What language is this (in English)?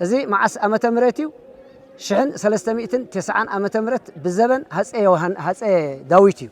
Tigrinya